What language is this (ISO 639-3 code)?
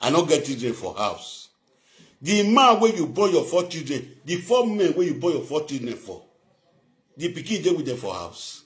pcm